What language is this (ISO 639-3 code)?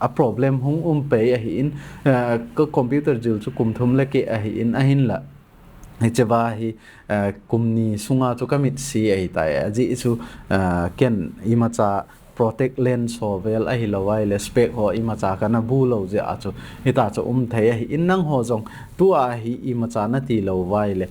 tcz